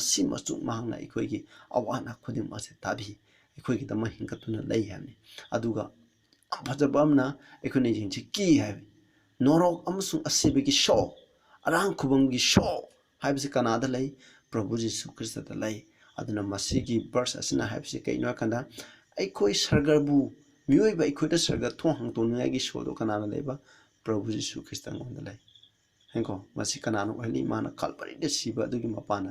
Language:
Manipuri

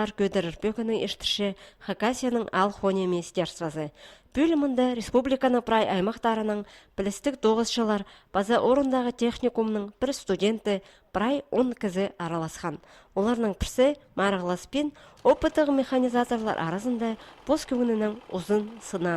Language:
Khakas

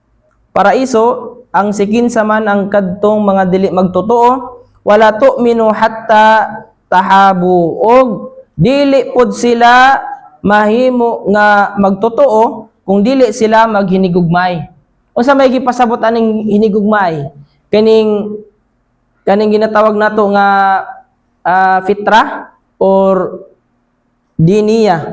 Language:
Cebuano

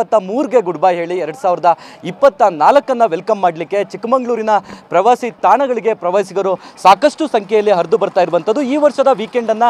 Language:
Kannada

